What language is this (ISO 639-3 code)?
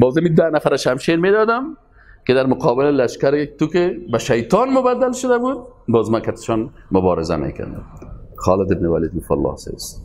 fas